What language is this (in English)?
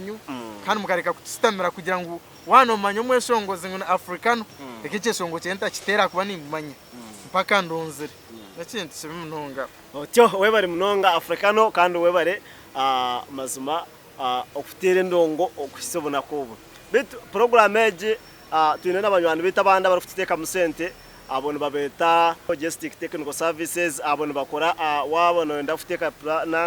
Nyankole